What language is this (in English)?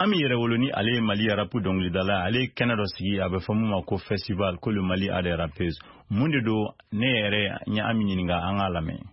Bambara